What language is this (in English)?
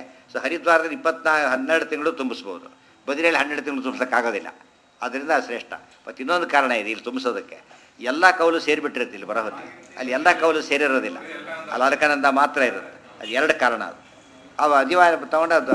Kannada